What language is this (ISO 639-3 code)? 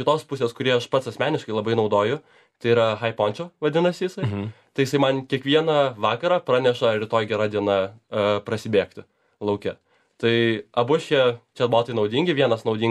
lit